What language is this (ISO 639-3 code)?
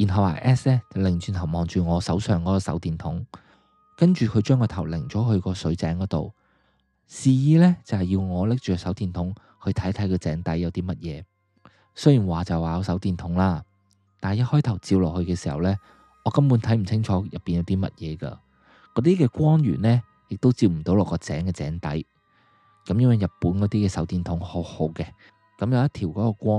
yue